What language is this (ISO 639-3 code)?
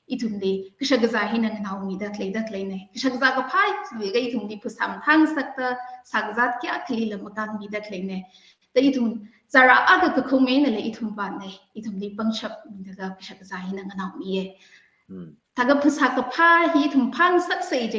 nmf